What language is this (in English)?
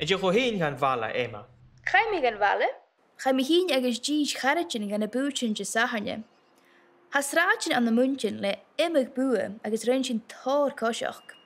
Scottish Gaelic